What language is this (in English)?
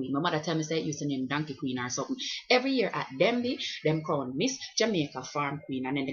Jamaican Creole English